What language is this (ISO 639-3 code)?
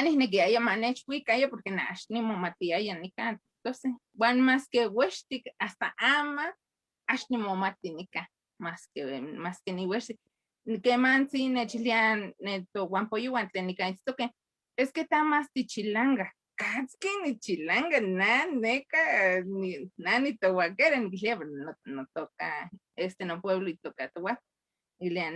nhe